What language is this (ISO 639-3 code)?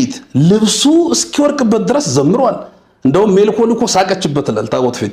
amh